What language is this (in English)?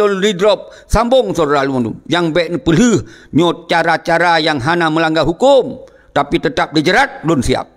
Achinese